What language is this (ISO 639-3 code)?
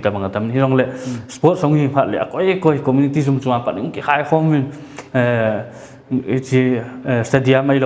pck